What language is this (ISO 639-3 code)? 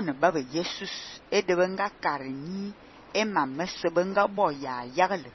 fan